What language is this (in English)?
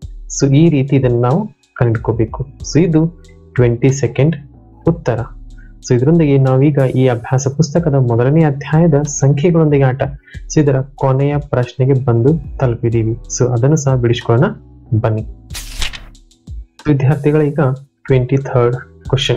Kannada